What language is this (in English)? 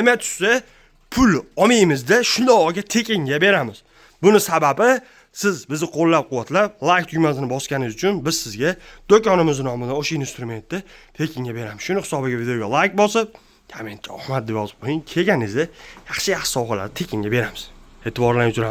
Uzbek